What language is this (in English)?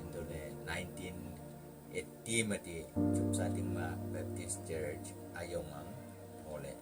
Wancho Naga